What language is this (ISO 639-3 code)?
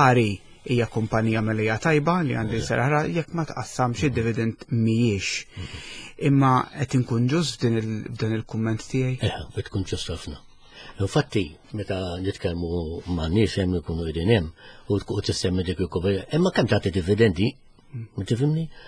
mlt